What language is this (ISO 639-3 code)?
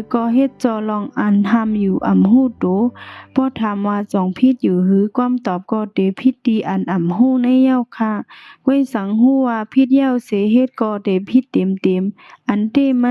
shn